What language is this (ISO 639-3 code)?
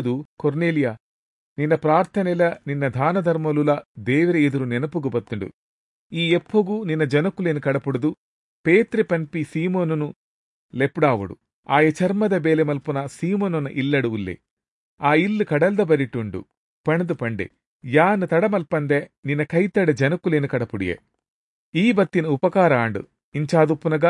tcy